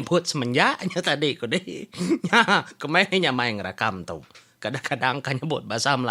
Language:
Iban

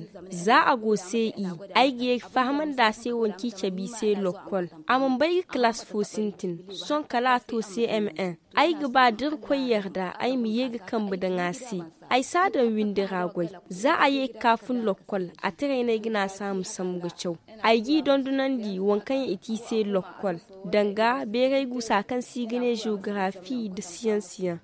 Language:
Zarma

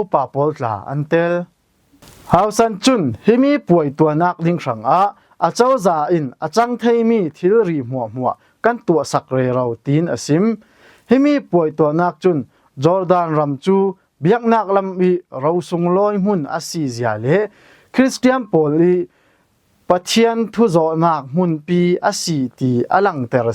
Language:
Falam Chin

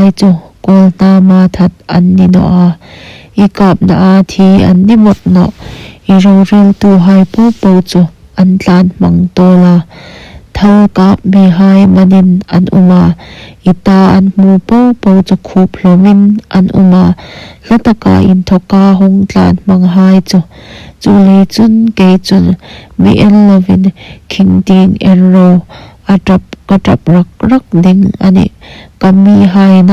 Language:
Hmar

